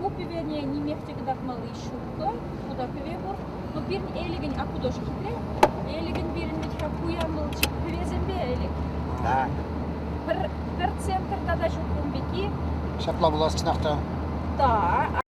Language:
Chuvash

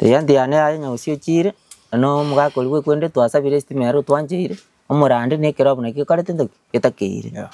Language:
Gusii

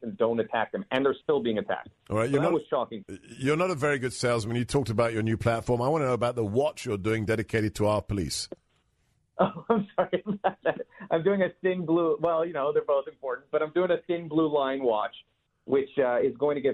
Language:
English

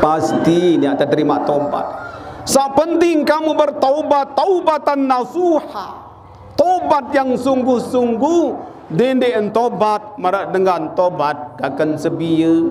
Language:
Sasak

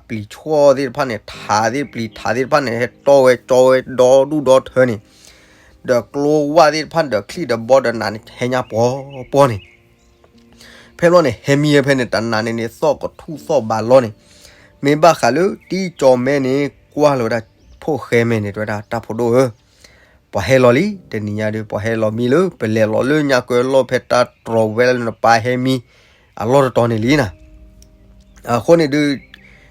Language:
S'gaw Karen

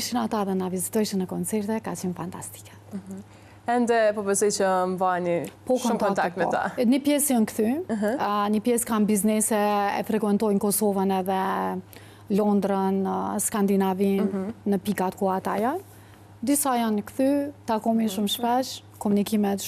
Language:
Albanian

